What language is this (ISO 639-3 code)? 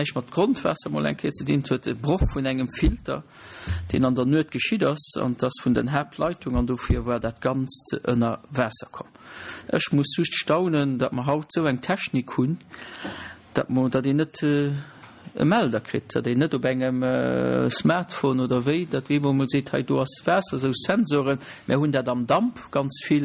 ltz